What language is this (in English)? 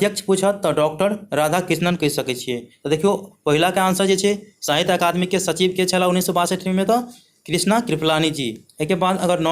Maithili